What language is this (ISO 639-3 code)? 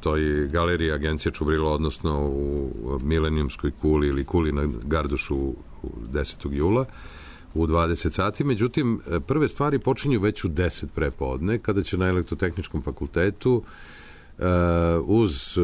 srp